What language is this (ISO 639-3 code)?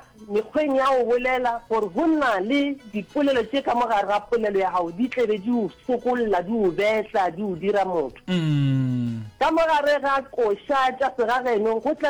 nso